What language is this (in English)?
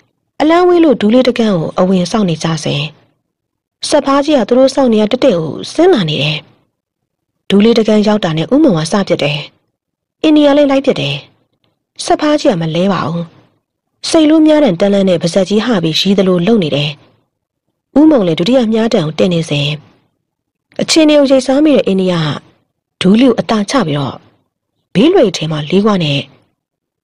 Burmese